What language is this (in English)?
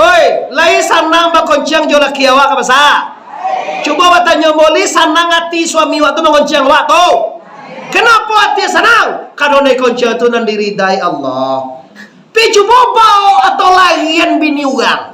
Minangkabau